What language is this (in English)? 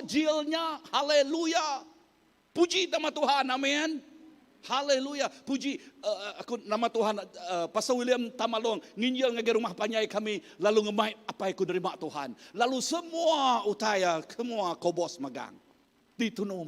Iban